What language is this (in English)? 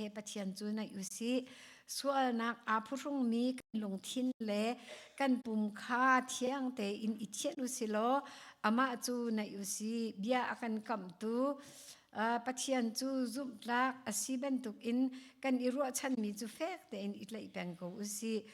Hakha Chin